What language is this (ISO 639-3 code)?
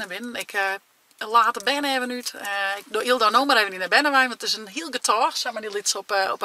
fry